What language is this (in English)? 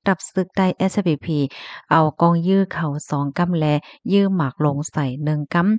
Shan